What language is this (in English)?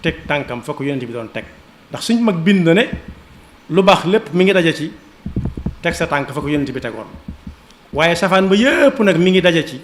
Wolof